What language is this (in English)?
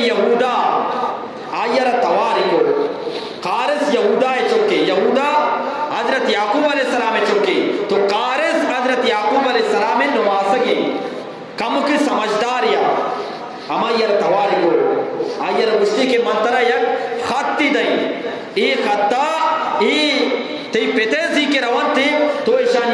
Eastern Balochi